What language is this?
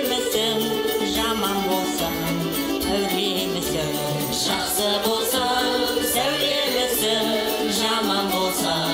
Kazakh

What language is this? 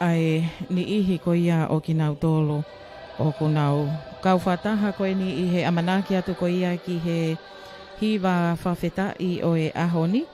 Tongan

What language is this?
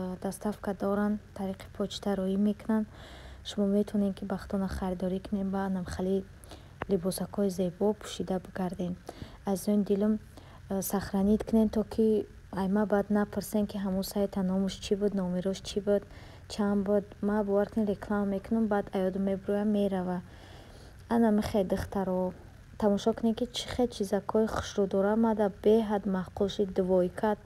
Tajik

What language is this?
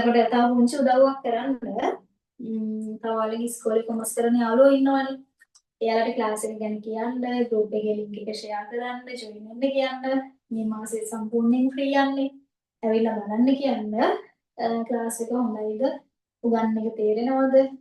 Sinhala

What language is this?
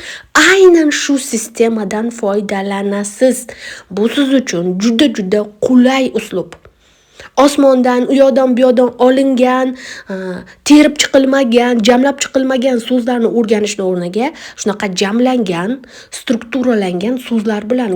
Uzbek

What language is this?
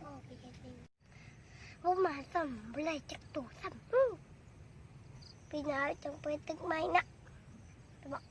Lao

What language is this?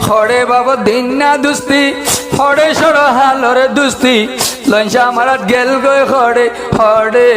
Rohingya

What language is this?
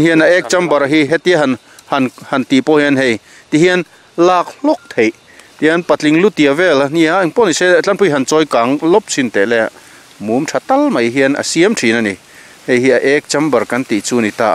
Mizo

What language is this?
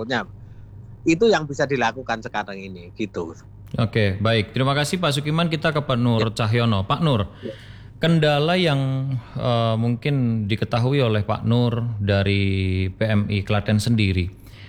Indonesian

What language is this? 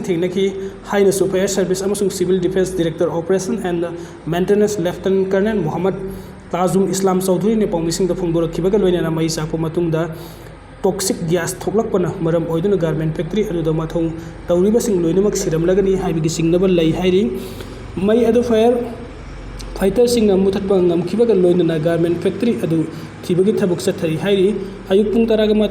Manipuri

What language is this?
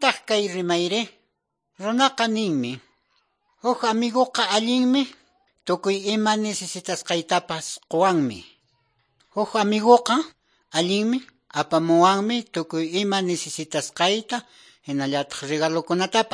Quechua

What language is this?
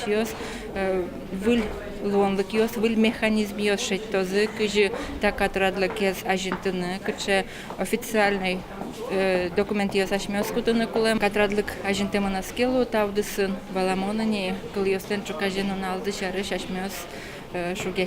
Udmurt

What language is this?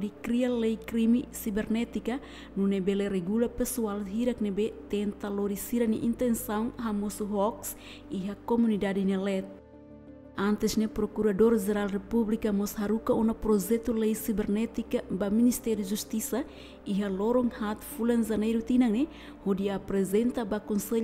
Tetum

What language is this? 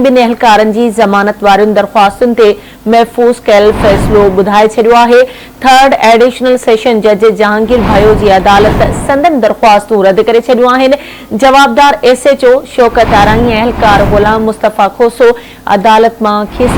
Sindhi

